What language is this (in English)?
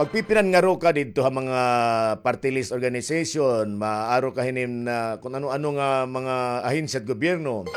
Waray